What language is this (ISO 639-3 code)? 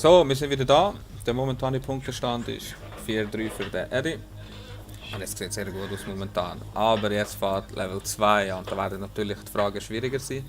gsw